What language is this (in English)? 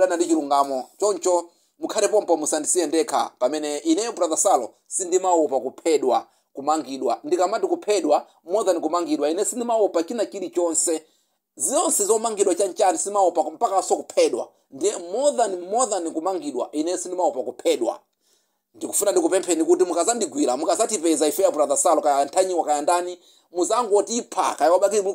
Nyanja